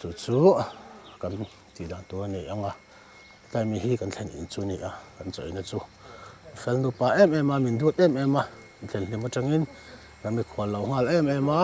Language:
Mizo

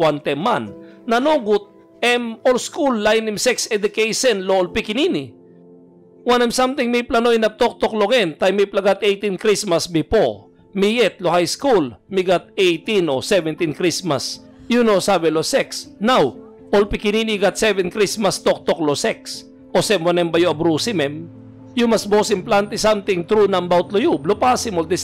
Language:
Tok Pisin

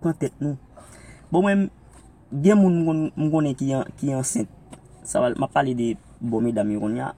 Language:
Haitian Creole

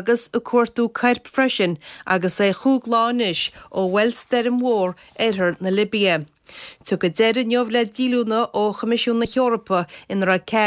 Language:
Irish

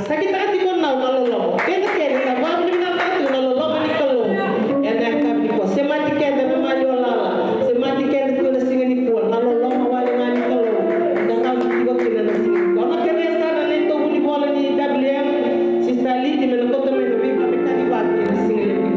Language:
Fijian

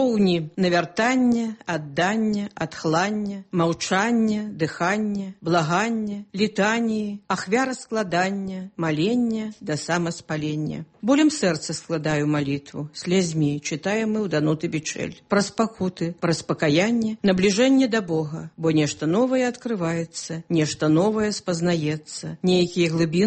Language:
Belarusian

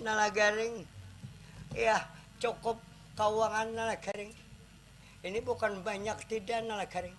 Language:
Banjar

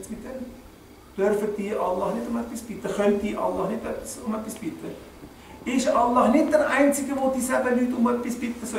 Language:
Swiss German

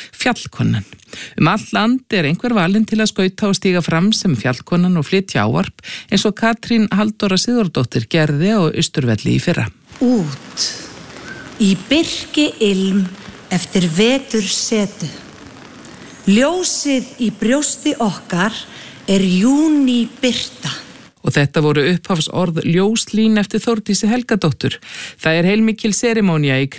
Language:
Icelandic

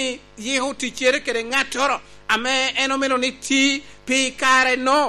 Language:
Lango (Uganda)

